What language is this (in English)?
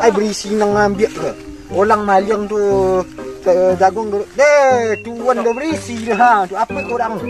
Minangkabau